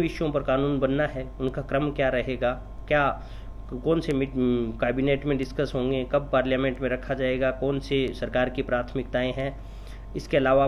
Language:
Hindi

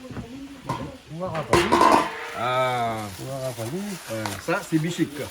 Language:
Réunion Creole French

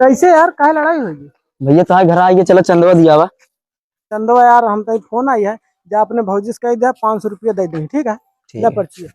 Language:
Awadhi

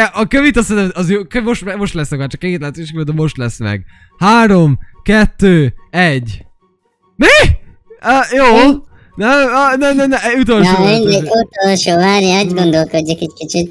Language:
Hungarian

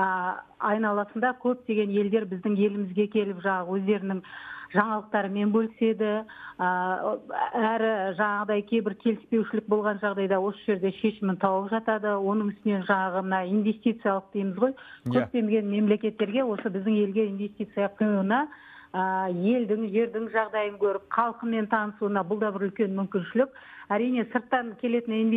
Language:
Kazakh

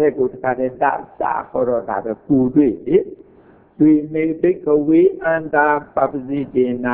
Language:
Burmese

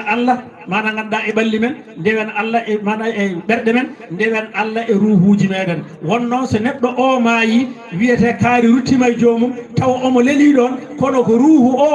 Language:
Fula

